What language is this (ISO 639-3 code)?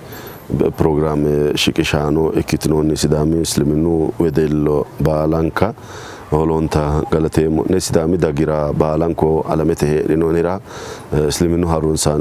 sid